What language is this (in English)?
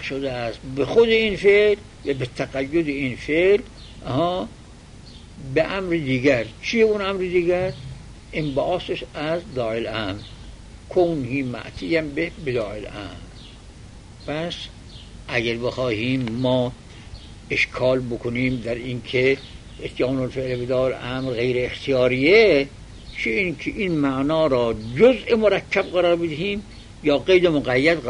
Persian